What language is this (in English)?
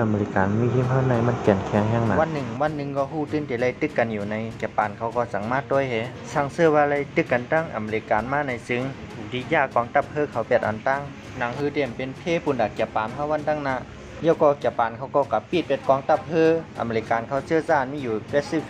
Shan